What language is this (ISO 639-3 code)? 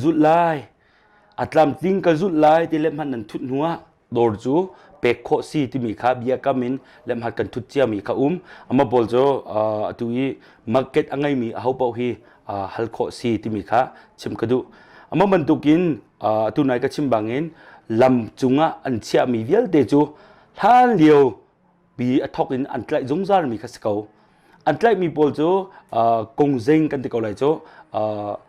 cnh